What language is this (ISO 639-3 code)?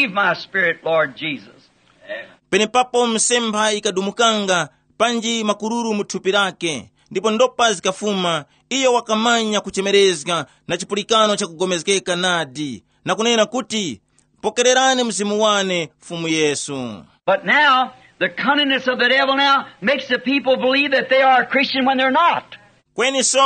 tum